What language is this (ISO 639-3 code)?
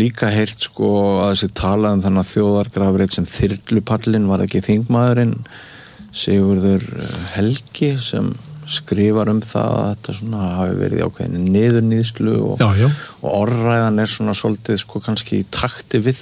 isl